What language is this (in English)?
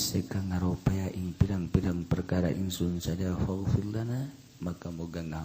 Sundanese